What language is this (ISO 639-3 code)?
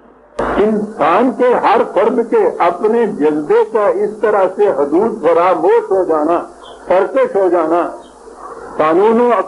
urd